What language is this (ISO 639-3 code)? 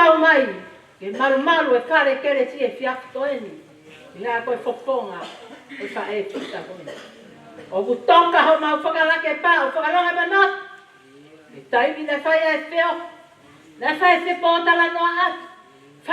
ton